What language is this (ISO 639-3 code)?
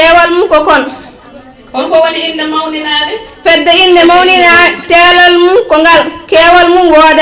ful